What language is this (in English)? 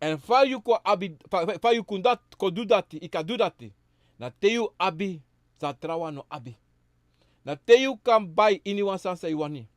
Sranan Tongo